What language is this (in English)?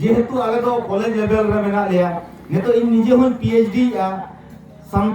Santali